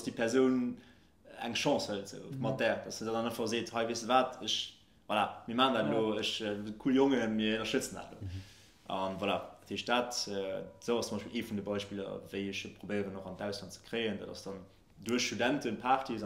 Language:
Luxembourgish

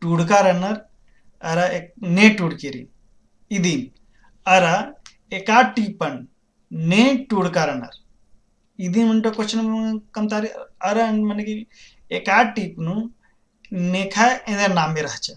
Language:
Kurukh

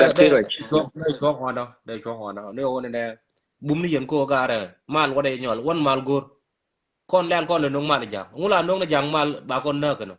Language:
Nuer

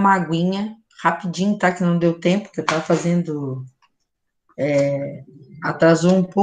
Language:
Portuguese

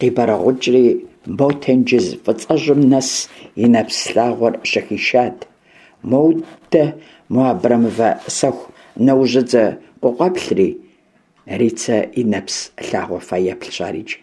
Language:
Kabardian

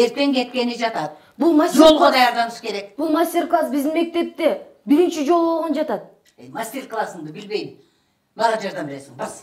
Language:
Kyrgyz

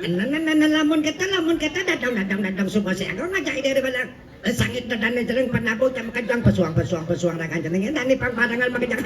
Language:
Balinese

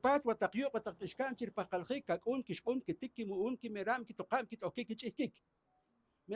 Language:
Poqomchi'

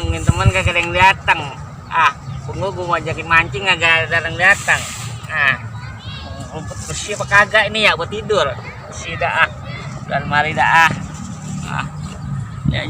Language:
Betawi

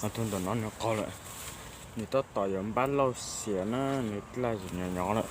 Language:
Hmong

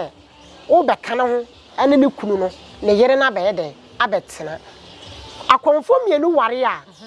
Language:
Akan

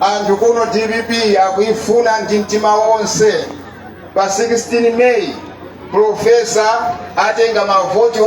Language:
Nyanja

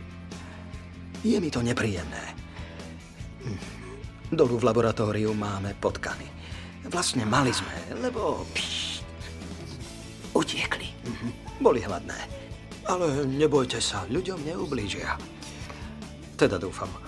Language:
Slovak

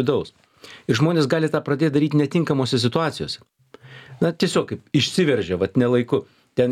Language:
Lithuanian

